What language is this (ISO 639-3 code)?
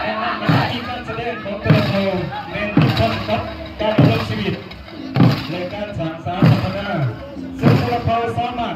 lao